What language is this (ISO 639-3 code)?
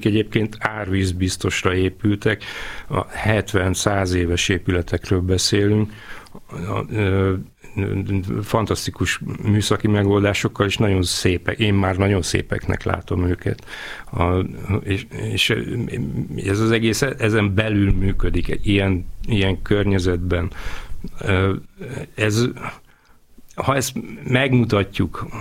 hun